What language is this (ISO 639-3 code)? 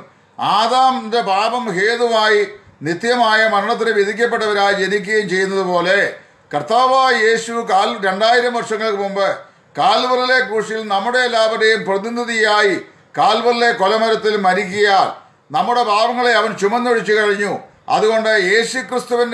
mal